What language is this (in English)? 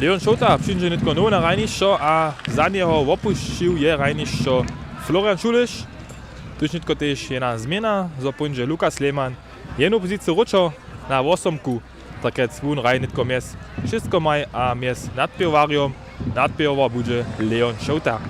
Upper Sorbian